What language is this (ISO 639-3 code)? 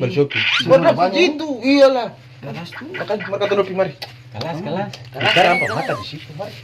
abs